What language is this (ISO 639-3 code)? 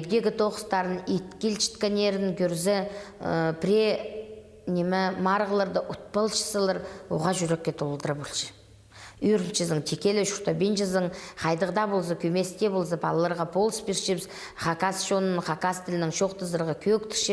kjh